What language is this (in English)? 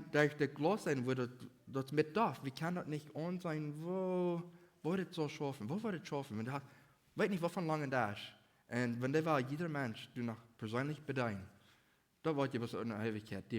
Plautdietsch